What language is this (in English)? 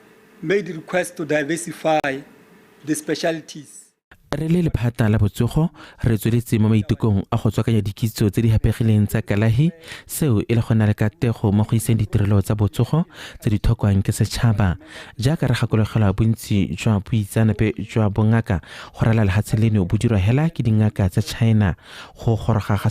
Tswana